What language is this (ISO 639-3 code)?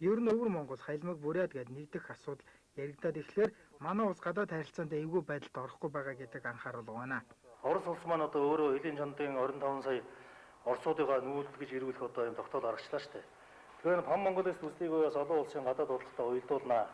mon